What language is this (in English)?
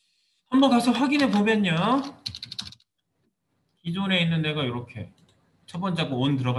Korean